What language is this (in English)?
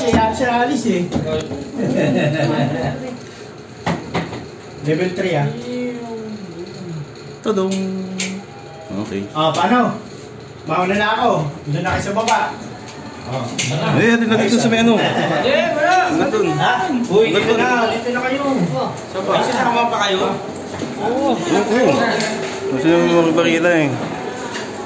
Filipino